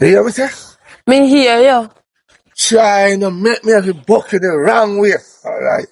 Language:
Jamaican Creole English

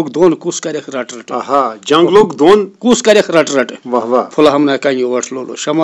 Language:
Kashmiri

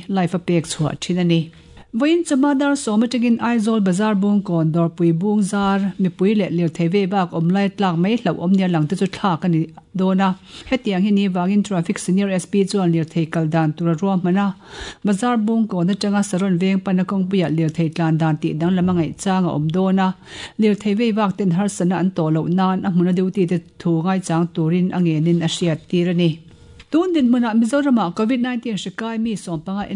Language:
Mizo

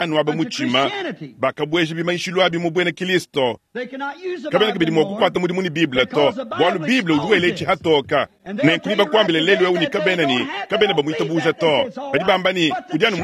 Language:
Luba-Lulua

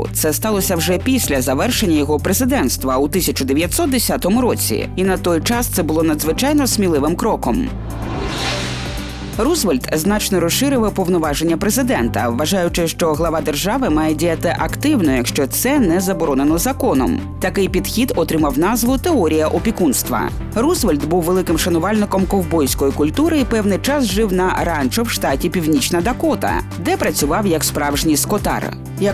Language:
Ukrainian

